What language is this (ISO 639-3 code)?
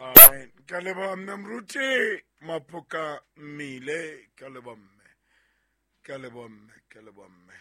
sot